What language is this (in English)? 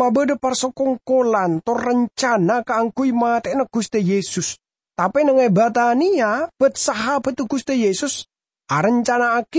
Madurese